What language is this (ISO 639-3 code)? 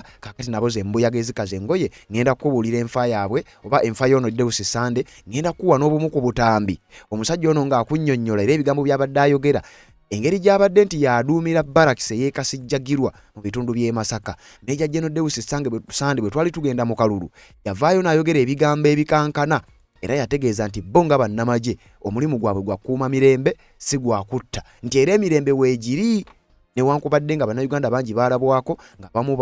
lug